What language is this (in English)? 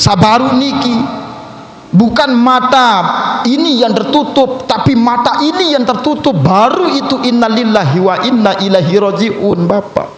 Sasak